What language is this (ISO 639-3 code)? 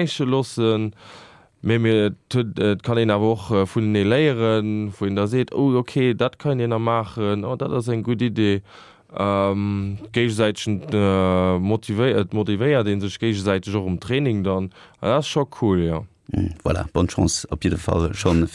ltz